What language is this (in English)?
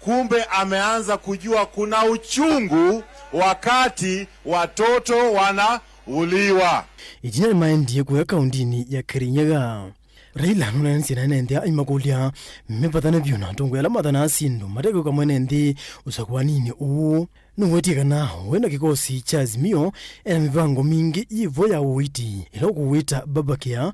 Kamba